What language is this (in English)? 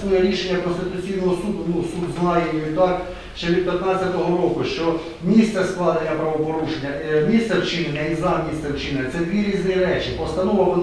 Ukrainian